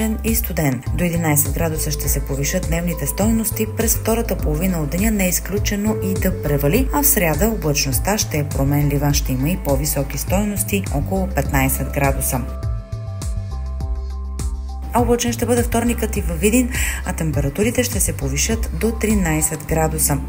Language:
Bulgarian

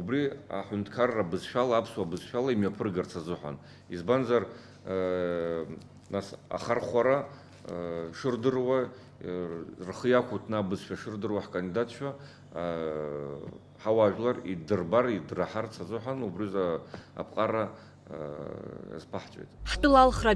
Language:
Abkhazian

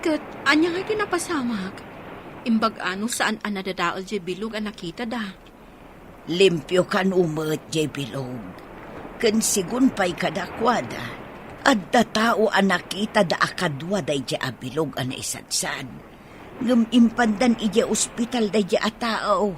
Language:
Iloko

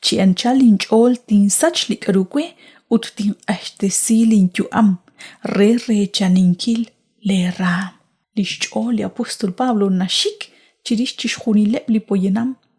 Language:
Kekchí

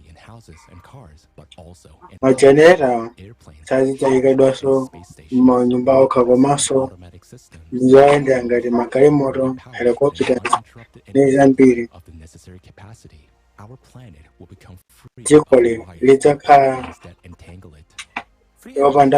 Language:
Nyanja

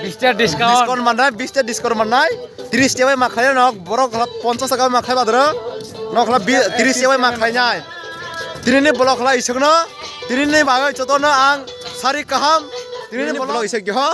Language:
Kok Borok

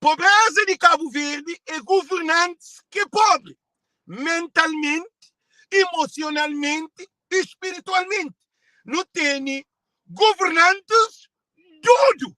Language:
Kabuverdianu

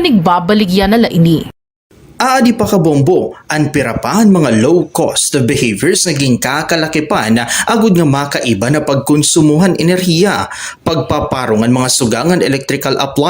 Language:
Waray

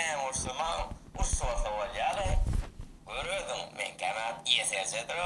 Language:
Turkmen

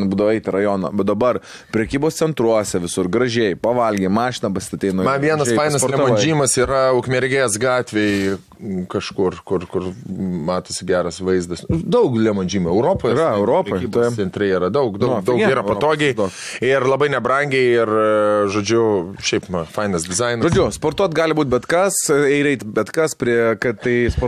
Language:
Lithuanian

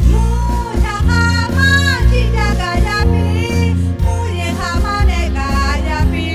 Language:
Lahu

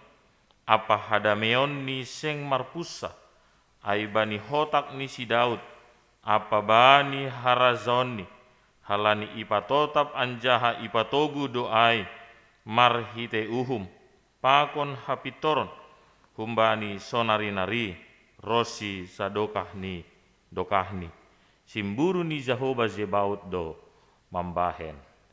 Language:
Batak Simalungun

